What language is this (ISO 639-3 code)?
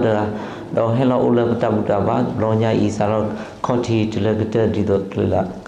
ksw